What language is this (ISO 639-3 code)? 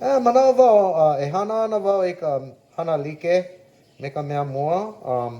haw